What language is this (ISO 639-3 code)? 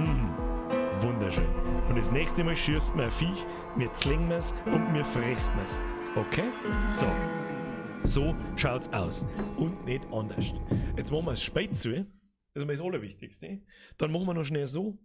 bar